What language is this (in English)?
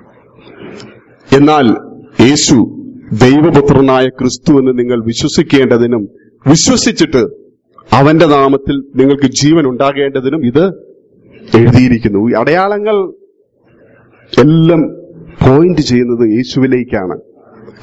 Malayalam